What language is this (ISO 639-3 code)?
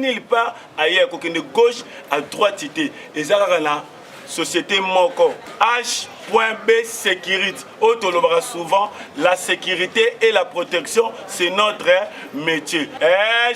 lin